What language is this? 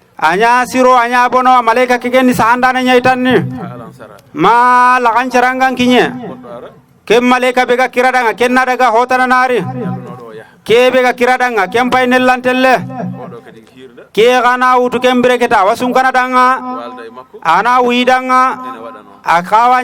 Fula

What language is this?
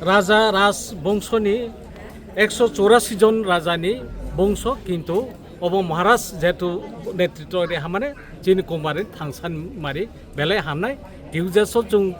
Kok Borok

